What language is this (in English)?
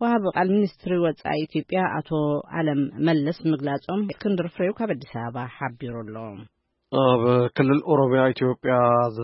Tigrinya